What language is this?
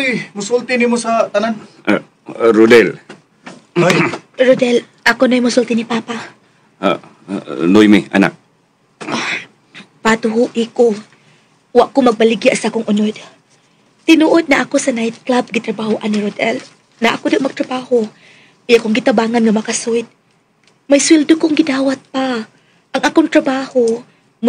Cebuano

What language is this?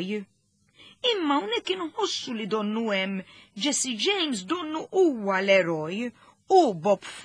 Maltese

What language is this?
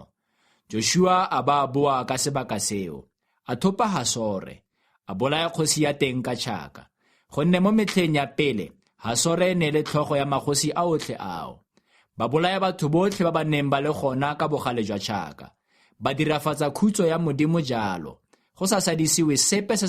Tswana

